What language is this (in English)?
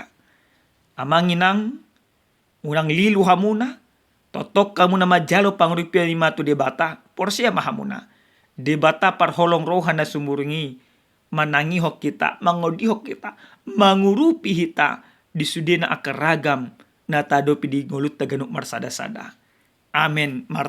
Batak Toba